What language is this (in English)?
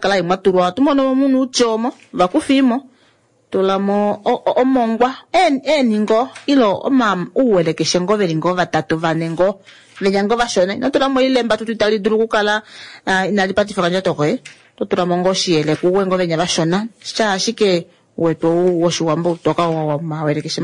Kuanyama